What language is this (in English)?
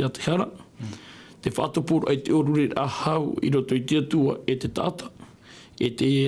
Tahitian